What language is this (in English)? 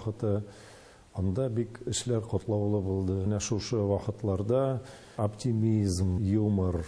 Tatar